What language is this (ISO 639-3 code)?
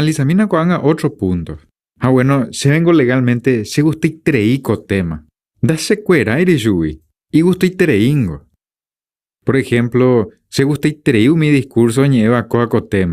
grn